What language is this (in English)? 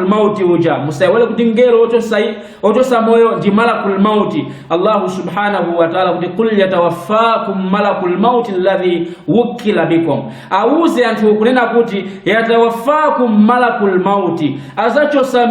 Nyanja